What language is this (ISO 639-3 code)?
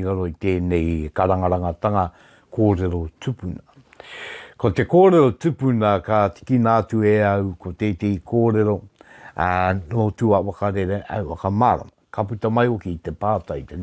mri